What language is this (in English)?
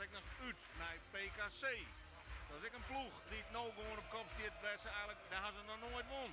Western Frisian